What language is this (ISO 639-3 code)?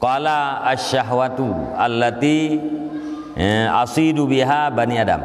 ace